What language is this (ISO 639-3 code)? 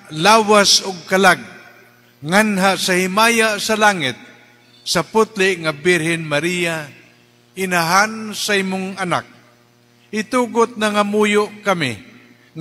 ceb